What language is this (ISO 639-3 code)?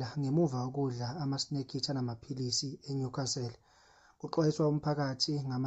zul